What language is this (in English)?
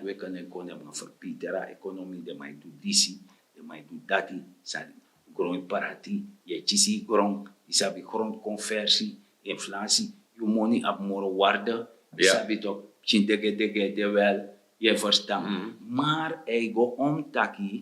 Sranan Tongo